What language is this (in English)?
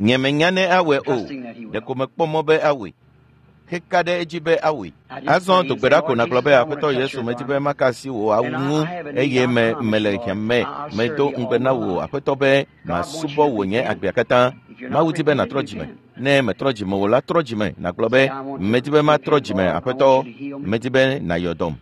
Ewe